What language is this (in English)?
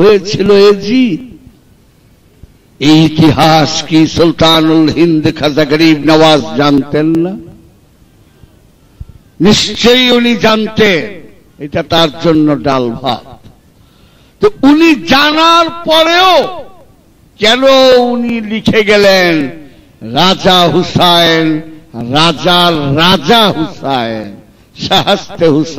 Bangla